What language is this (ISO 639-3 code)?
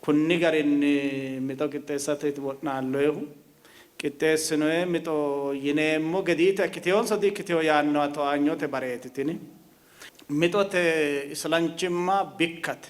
sid